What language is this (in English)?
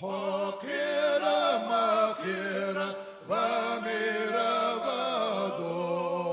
Ingush